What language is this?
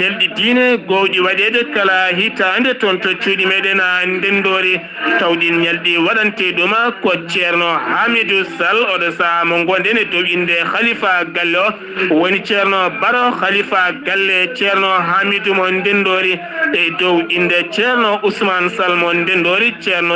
Fula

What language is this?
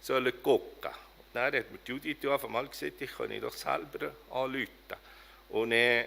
Swiss German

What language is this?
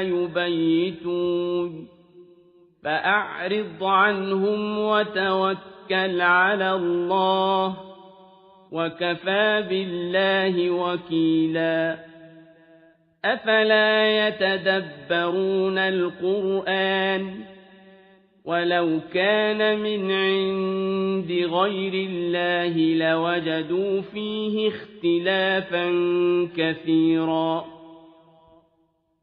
Arabic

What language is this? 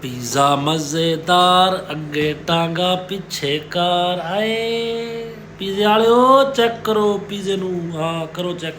Saraiki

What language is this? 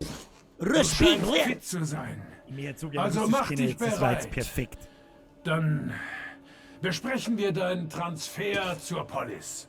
Bavarian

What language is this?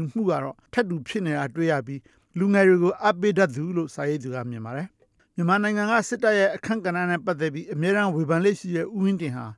Burmese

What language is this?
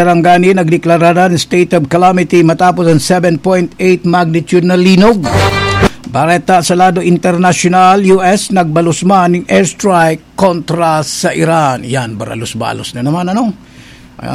Bikol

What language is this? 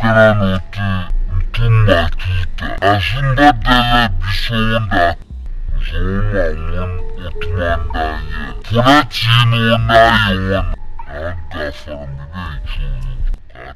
Dagbani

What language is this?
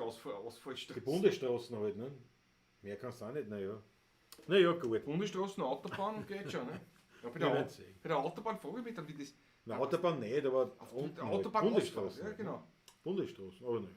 Bavarian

